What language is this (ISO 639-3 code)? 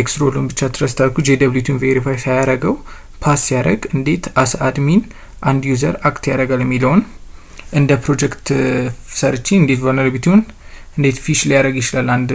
amh